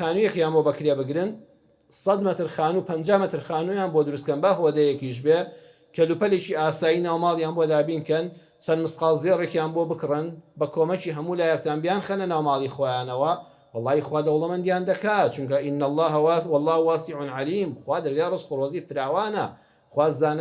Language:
Central Kurdish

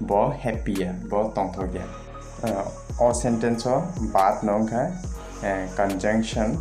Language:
Kok Borok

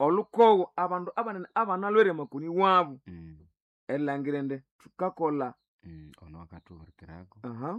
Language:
Nande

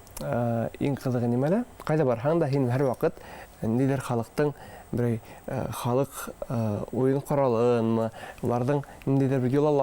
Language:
Bashkir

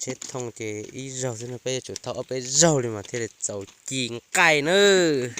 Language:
Hmong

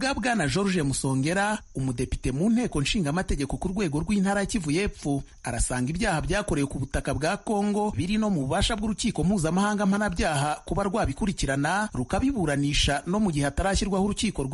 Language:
Kinyarwanda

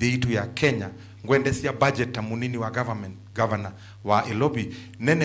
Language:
Kamba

